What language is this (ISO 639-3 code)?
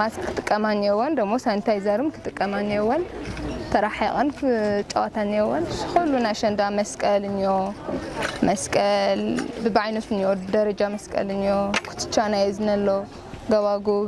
tir